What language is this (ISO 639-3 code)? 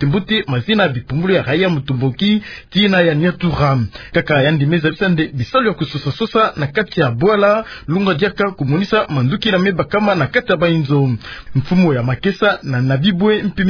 ktu